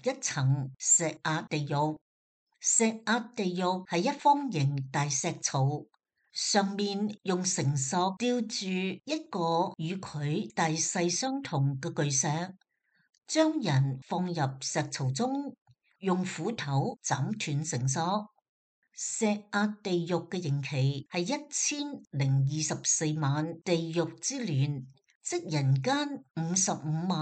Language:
Cantonese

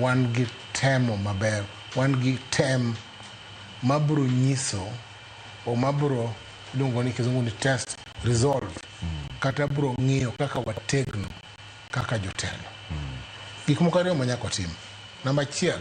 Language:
Luo (Kenya and Tanzania)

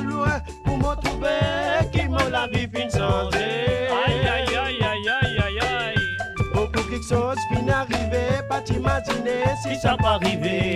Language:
Morisyen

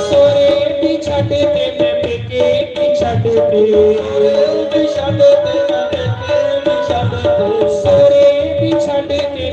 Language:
Dogri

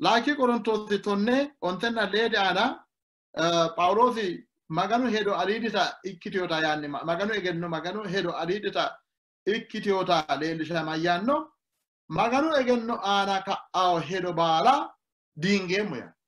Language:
Sidamo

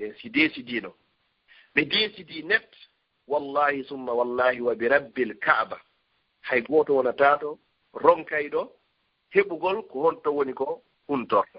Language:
Fula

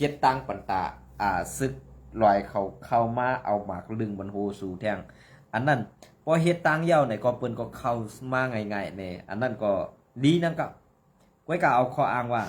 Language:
Shan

